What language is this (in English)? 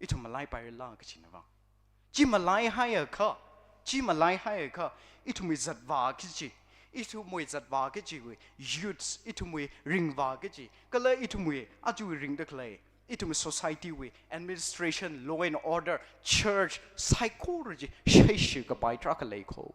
Tangkhul Naga (India)